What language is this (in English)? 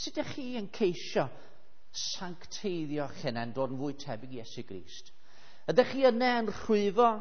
Welsh